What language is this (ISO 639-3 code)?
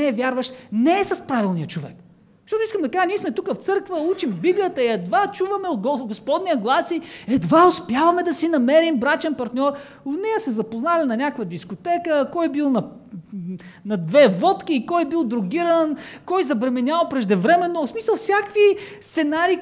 bul